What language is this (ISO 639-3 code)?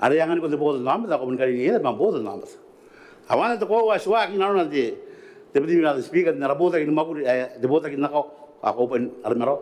gil